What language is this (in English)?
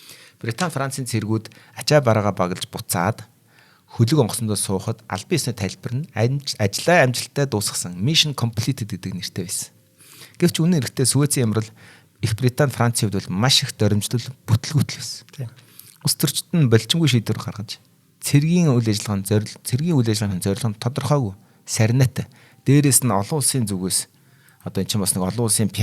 Mongolian